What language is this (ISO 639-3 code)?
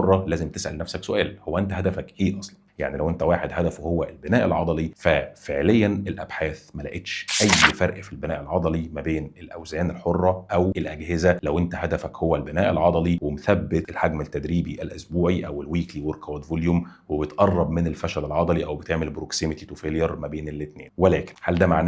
arz